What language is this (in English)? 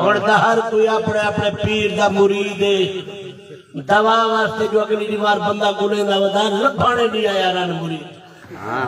Saraiki